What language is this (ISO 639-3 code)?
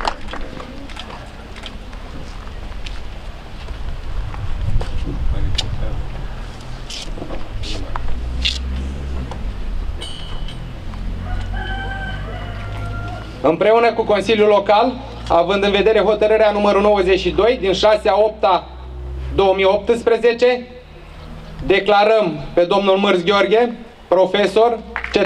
ron